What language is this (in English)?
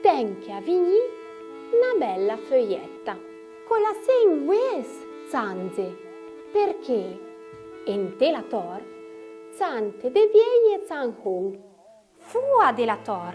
Arpitan